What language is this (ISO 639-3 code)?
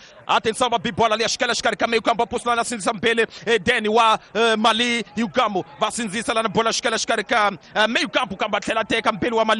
tso